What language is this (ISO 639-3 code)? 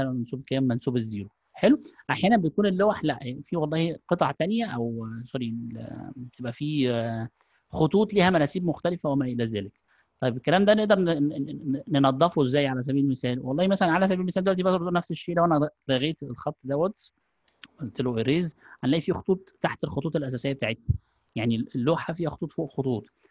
arz